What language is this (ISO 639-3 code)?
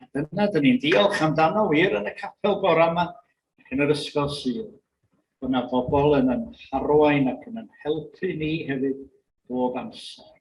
cym